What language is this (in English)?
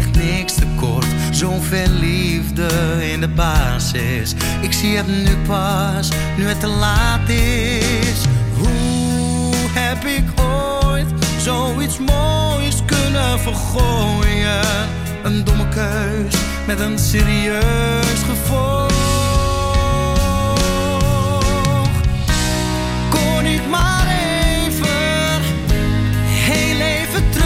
Dutch